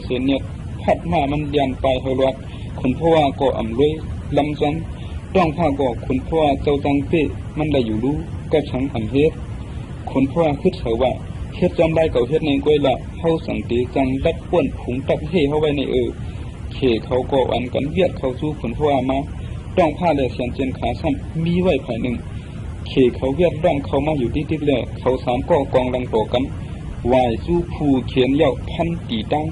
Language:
Shan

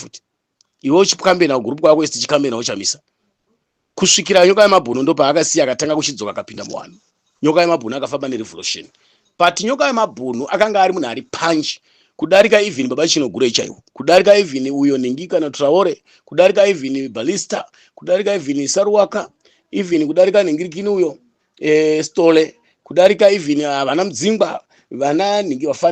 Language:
Shona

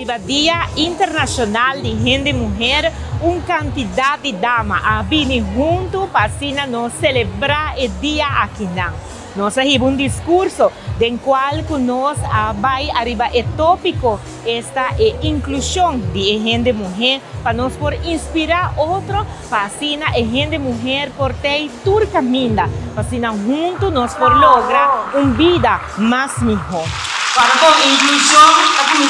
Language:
Papiamento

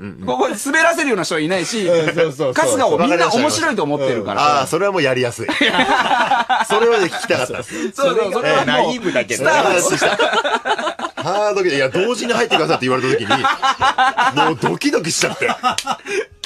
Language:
Japanese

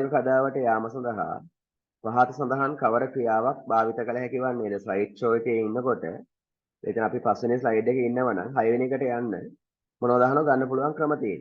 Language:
Sinhala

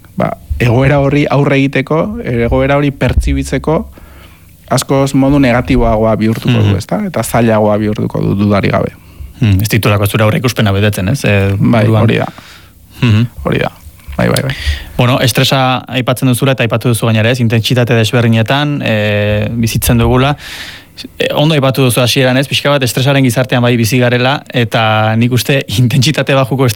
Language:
Basque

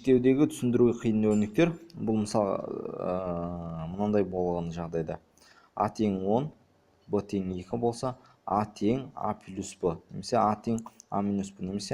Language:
Kazakh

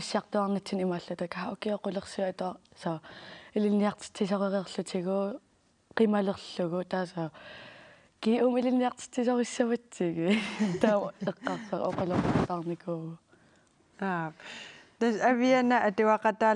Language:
Kalaallisut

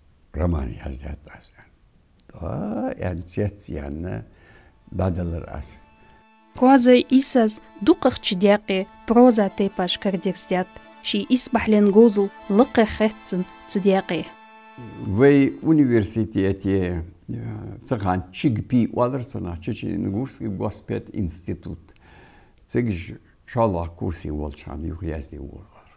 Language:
Ingush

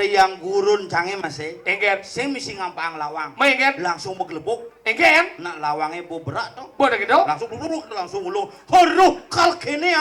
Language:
Balinese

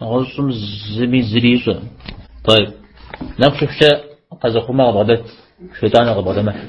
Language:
Kabardian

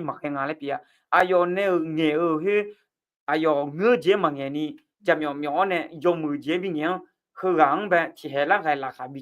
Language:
Akha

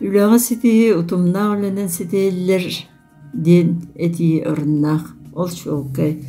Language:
Yakut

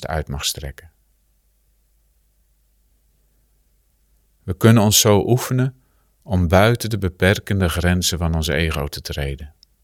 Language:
Dutch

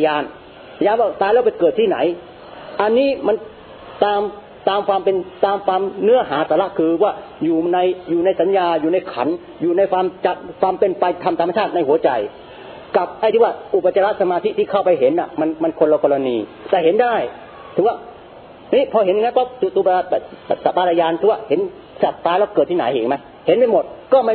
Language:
Thai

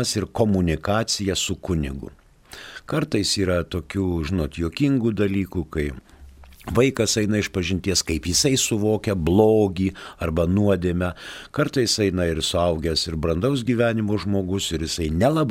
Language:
Lithuanian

